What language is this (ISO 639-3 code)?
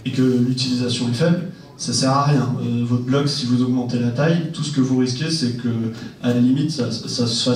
fra